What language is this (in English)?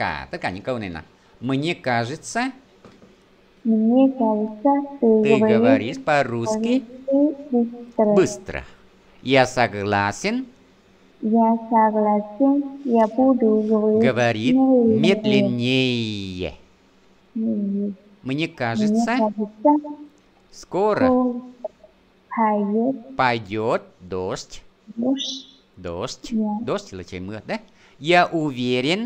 Vietnamese